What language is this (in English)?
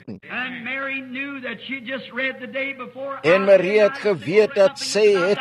Afrikaans